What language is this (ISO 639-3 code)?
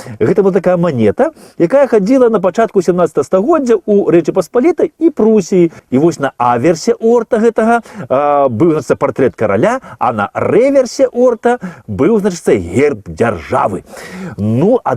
bel